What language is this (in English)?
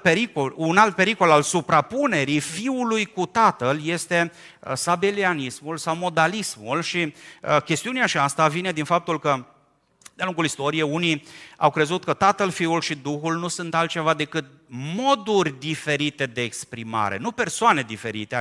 Romanian